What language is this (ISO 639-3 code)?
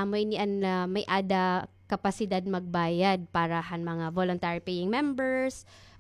war